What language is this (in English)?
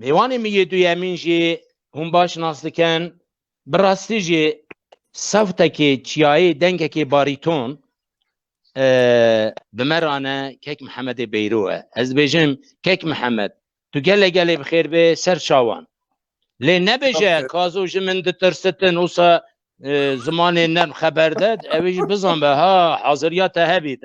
Kurdish